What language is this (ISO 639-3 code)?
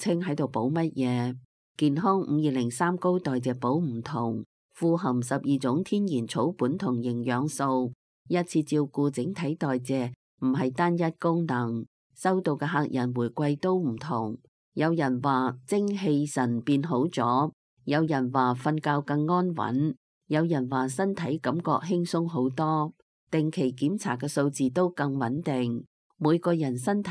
yue